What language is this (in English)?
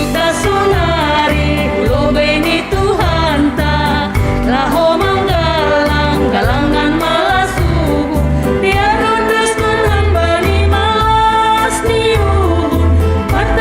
Batak Simalungun